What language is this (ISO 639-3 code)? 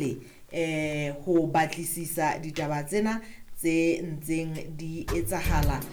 sot